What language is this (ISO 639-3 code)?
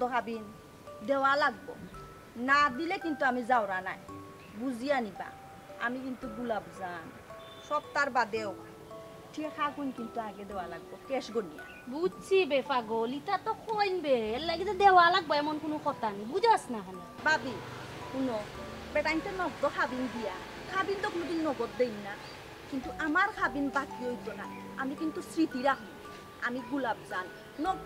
syl